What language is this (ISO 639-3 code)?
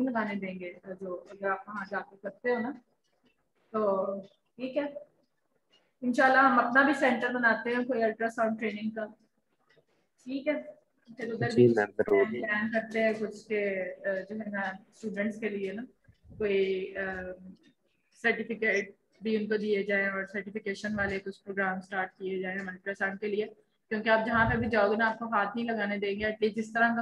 hin